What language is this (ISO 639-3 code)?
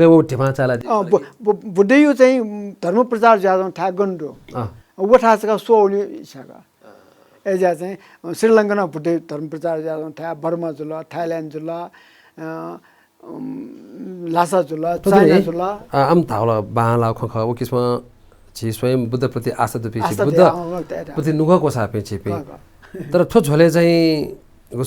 new